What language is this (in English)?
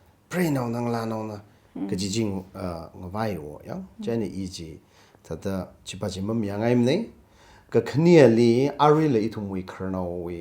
Tangkhul Naga (India)